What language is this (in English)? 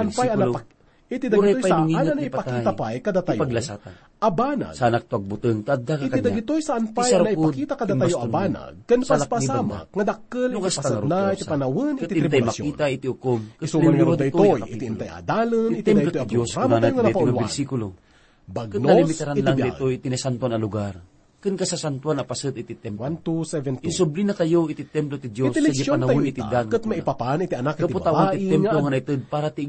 Iloko